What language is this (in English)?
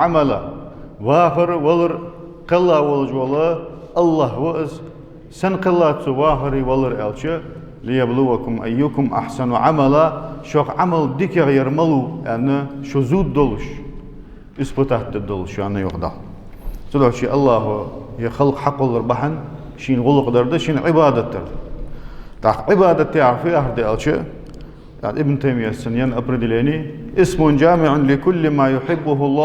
Ingush